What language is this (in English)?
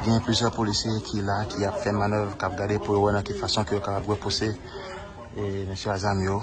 Haitian Creole